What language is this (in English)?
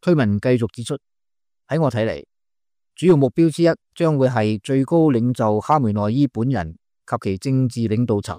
Cantonese